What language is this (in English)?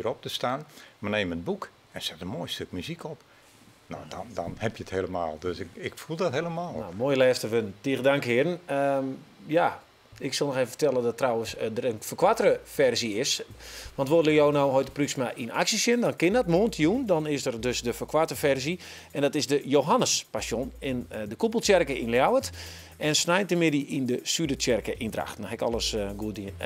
Western Frisian